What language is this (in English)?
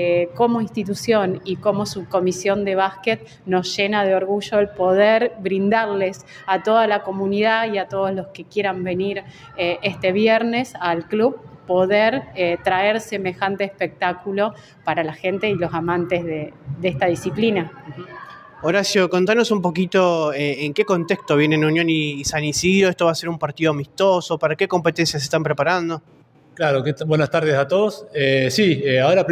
Spanish